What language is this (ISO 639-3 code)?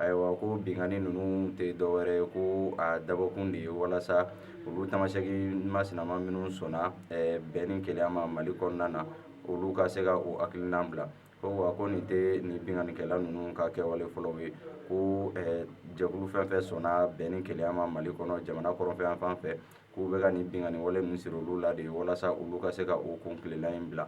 bam